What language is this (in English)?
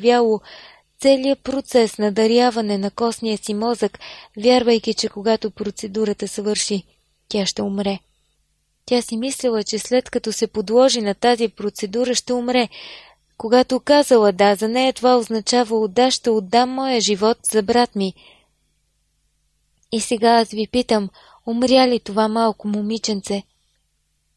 Bulgarian